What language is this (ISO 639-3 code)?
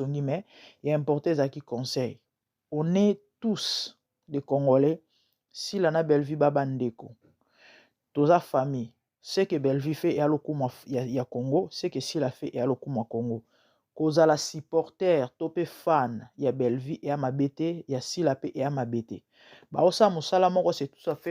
lin